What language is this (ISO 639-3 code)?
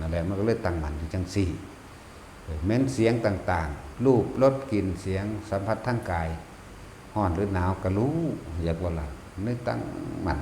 tts